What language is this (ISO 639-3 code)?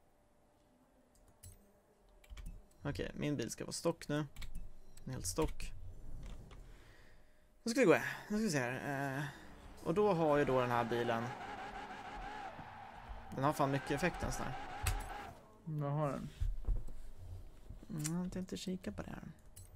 swe